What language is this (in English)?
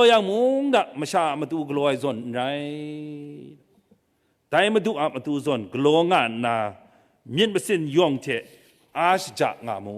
Kachin